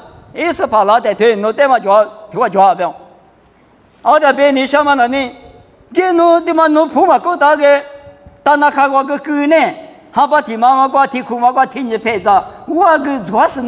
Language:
Lisu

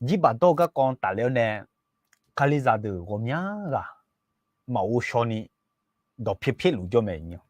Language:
Akha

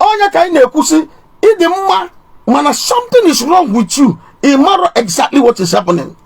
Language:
Igbo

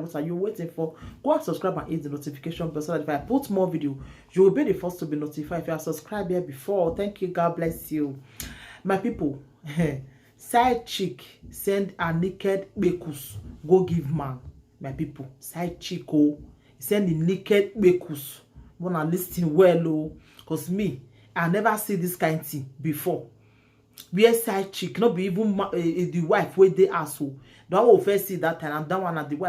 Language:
Nigerian Pidgin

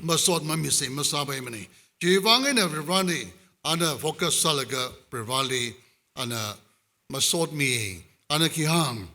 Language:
Tangkhul Naga (India)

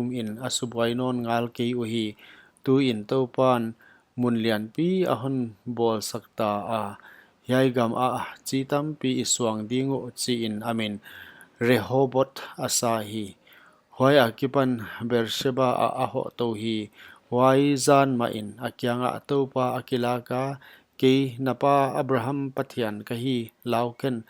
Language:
Paite Chin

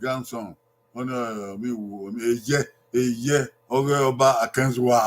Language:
Bini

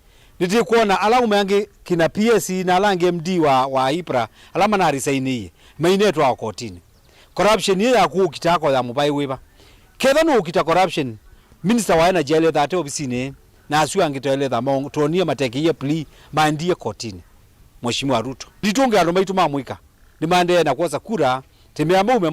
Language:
Kamba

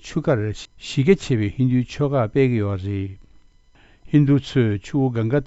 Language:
Tibetan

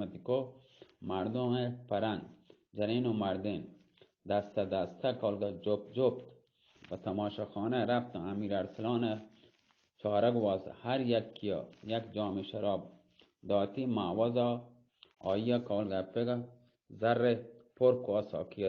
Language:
Baluchi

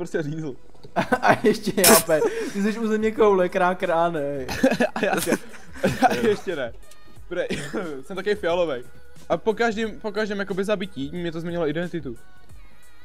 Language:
Czech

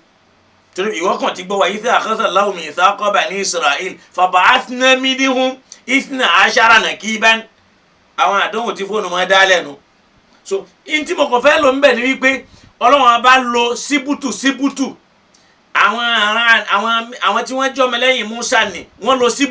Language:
Yoruba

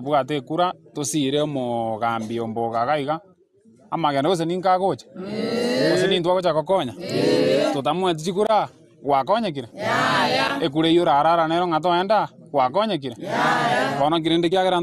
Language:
Gusii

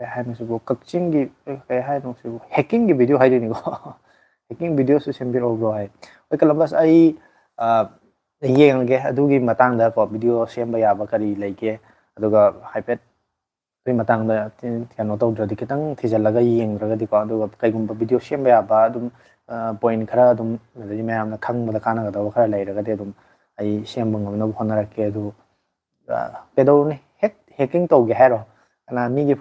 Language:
Manipuri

